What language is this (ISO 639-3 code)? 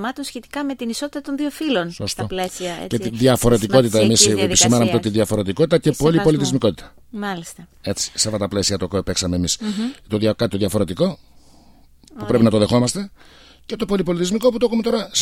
ell